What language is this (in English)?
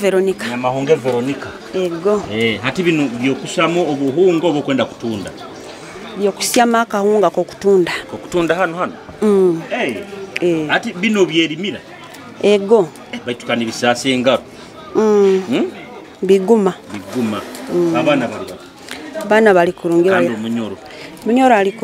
Nyoro